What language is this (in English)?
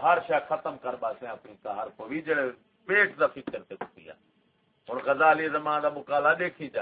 Saraiki